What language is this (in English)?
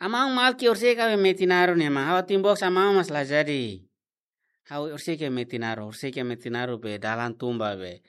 Tetum